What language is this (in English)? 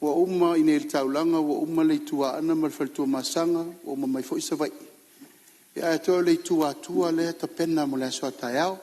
Samoan